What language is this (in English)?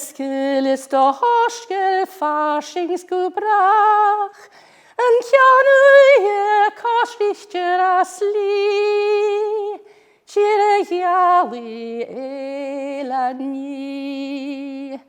Scottish Gaelic